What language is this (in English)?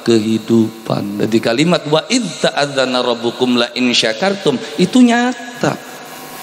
Javanese